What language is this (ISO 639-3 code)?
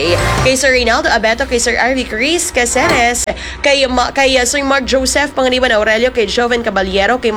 fil